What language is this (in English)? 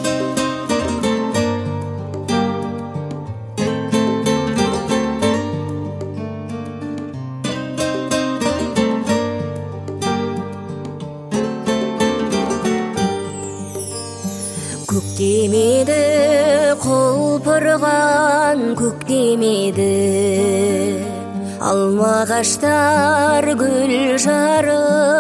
Kazakh